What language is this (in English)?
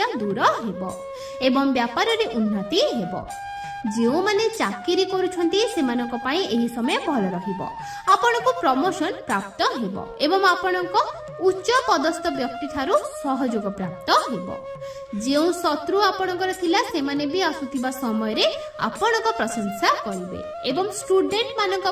Odia